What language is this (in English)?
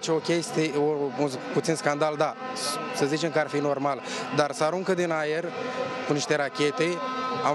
Romanian